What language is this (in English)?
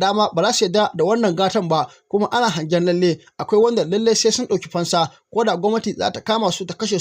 Hausa